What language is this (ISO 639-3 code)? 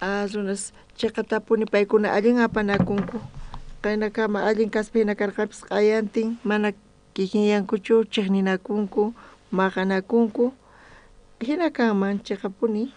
quh